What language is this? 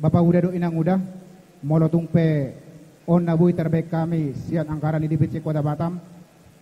Batak Toba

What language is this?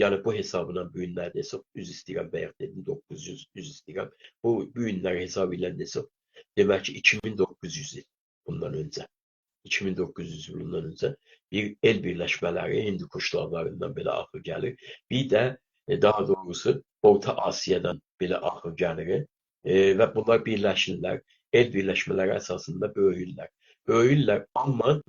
South Azerbaijani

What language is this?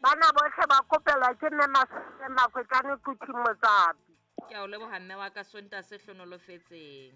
Southern Sotho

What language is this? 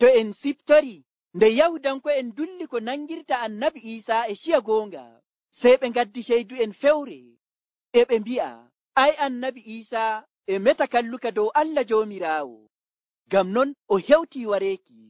Nigerian Fulfulde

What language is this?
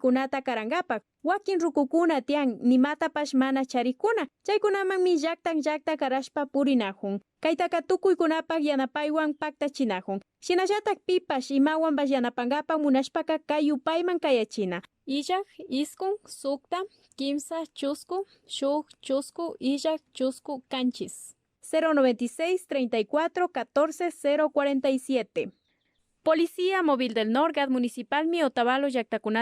Imbabura Highland Quichua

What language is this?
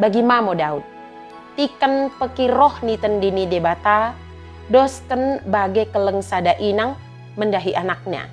Batak Dairi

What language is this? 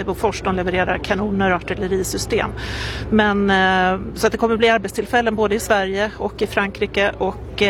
Swedish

